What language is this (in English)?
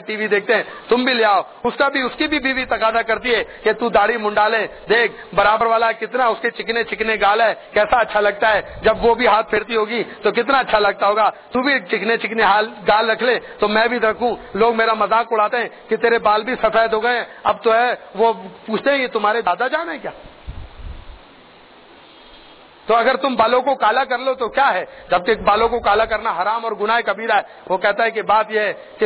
Urdu